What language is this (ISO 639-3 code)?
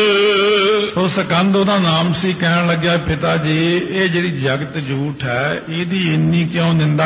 pan